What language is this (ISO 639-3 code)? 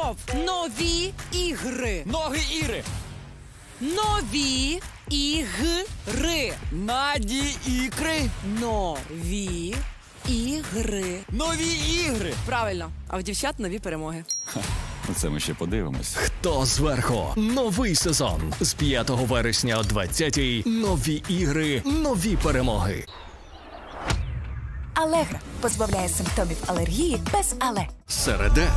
ukr